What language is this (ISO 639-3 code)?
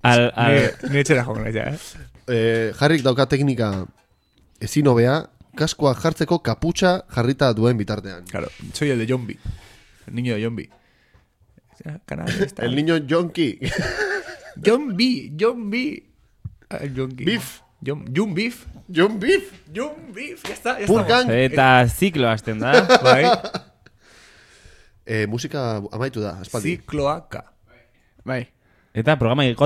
eus